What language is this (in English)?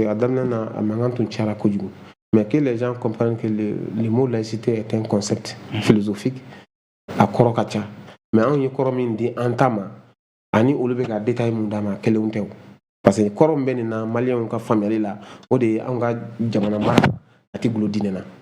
Bambara